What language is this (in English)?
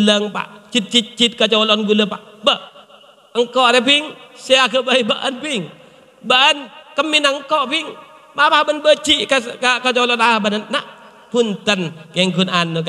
Madurese